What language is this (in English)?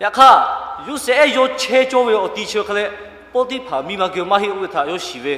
Lahu